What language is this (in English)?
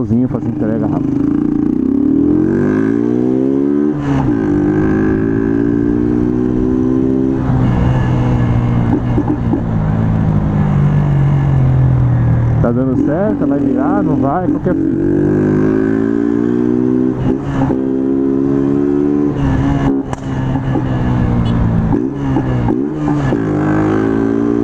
Portuguese